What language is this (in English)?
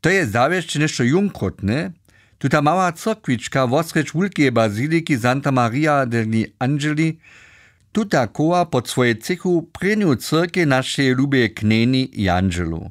Upper Sorbian